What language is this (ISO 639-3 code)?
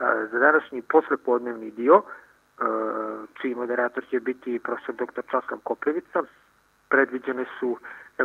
srp